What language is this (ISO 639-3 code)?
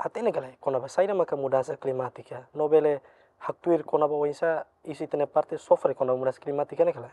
tet